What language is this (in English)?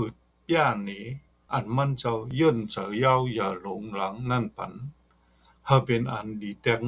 Shan